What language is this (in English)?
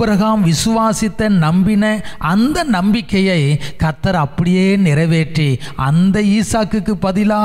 Tamil